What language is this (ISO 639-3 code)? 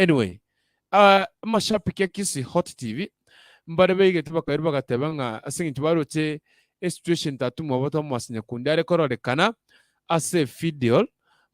guz